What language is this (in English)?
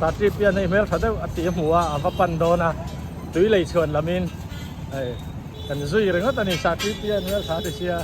Mizo